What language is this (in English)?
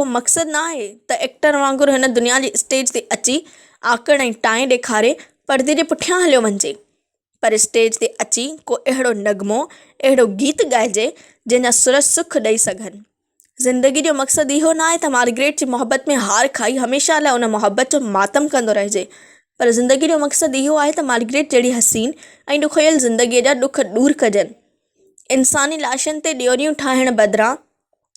Sindhi